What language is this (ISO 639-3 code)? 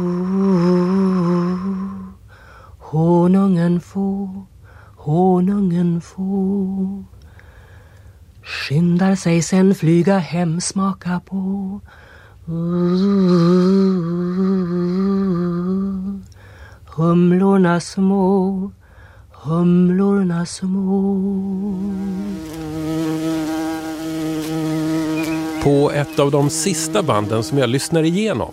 swe